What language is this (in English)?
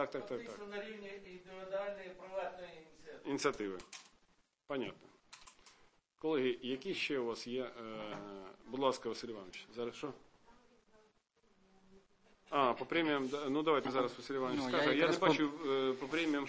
Ukrainian